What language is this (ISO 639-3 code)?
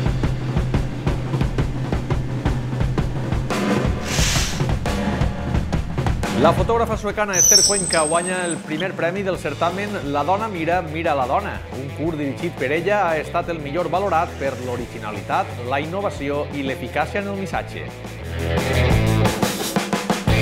cat